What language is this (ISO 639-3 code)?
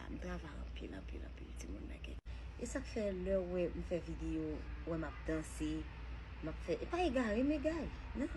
hat